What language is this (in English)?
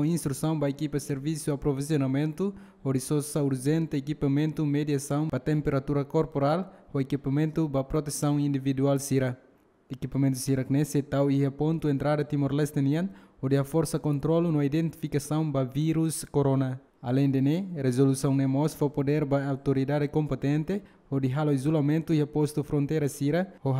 Tetum